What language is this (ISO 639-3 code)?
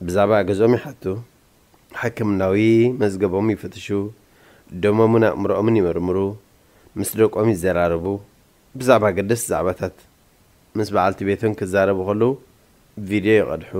tir